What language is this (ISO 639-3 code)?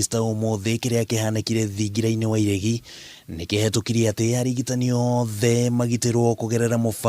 kik